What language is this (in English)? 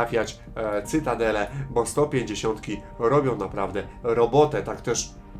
Polish